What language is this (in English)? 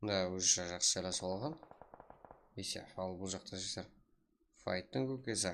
Kara-Kalpak